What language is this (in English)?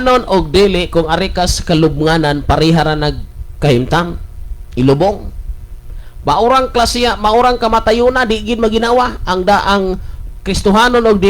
Cebuano